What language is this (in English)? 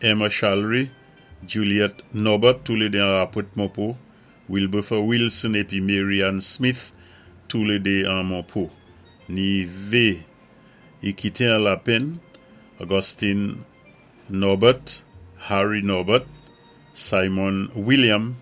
Saint Lucian Creole French